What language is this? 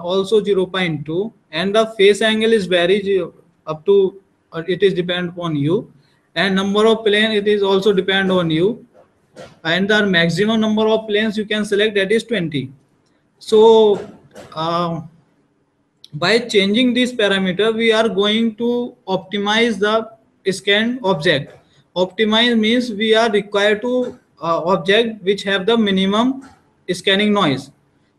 English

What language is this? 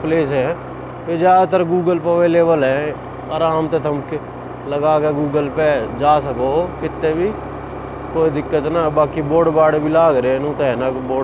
Haryanvi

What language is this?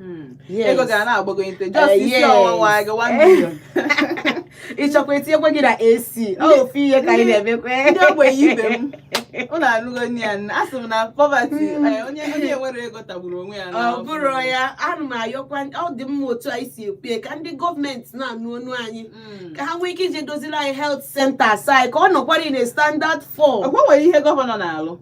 Igbo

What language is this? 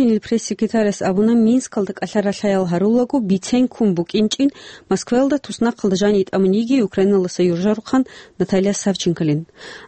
Avaric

